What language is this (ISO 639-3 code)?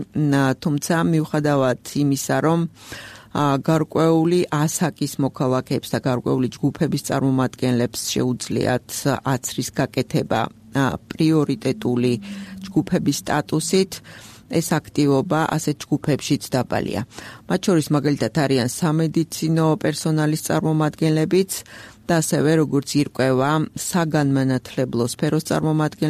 kat